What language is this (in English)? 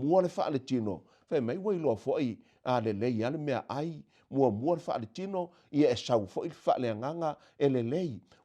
Samoan